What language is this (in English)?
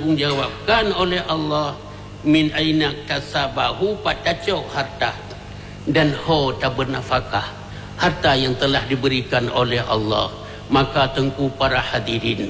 Achinese